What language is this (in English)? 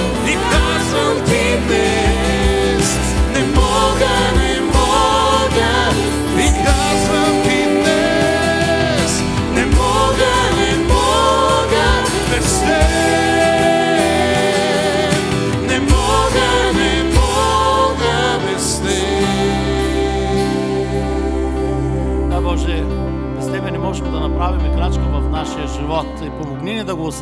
Bulgarian